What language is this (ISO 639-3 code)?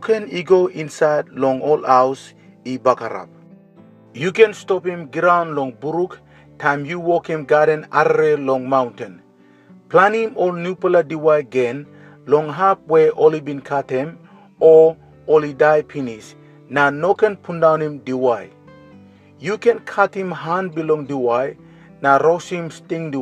tpi